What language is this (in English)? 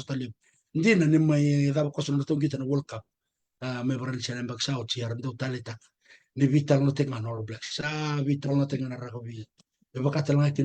Fijian